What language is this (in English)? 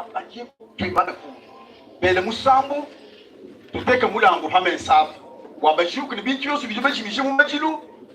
Luba-Lulua